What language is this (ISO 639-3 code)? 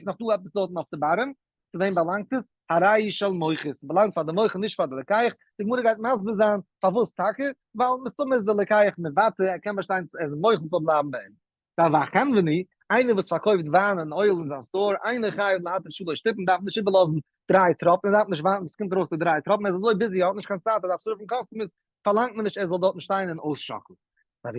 yid